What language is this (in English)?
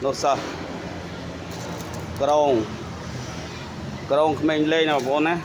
Khmer